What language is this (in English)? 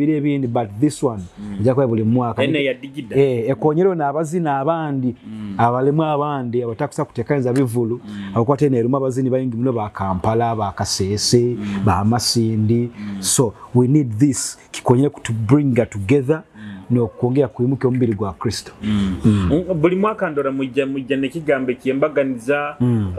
Nyoro